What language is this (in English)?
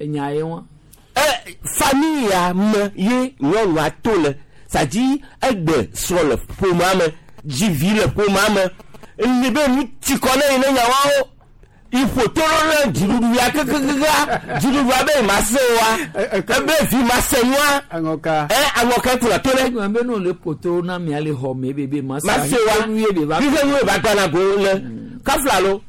Gen